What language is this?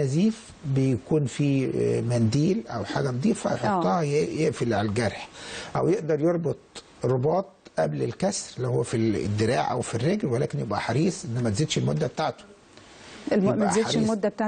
Egyptian Arabic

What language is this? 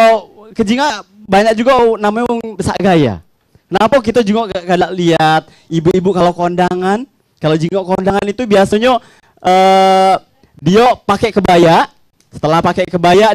Musi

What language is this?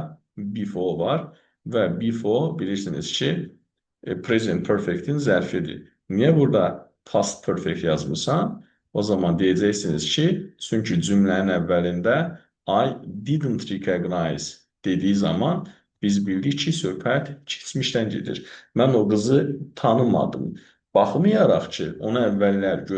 Azerbaijani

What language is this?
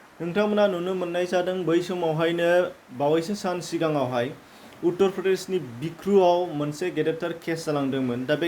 Bodo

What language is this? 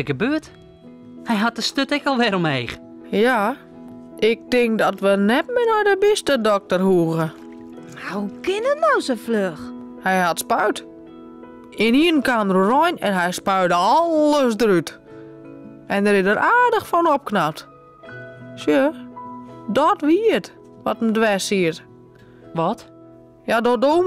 Western Frisian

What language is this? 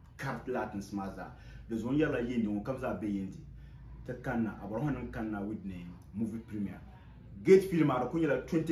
Dagbani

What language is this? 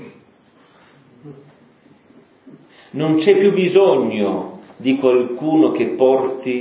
Italian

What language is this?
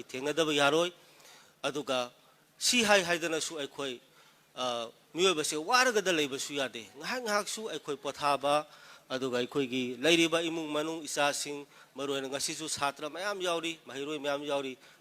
Manipuri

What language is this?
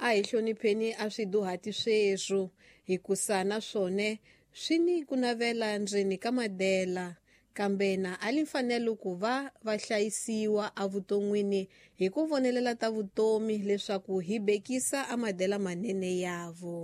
Tsonga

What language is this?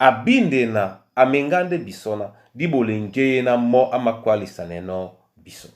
Duala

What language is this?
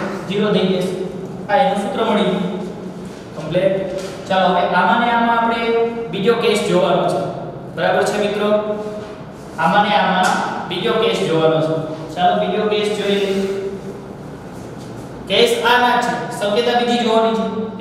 Gujarati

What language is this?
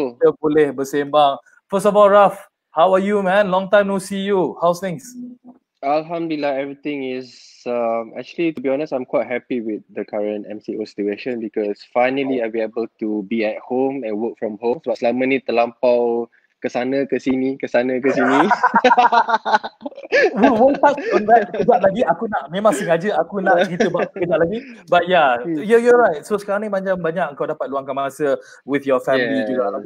Malay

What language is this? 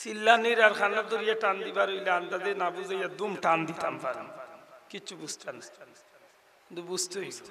Sylheti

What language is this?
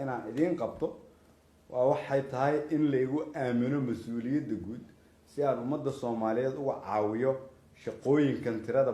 Somali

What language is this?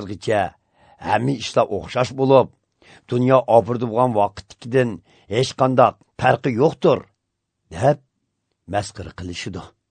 Uzbek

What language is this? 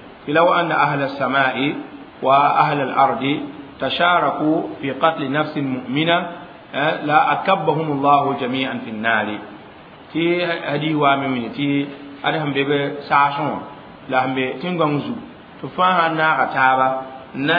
Mossi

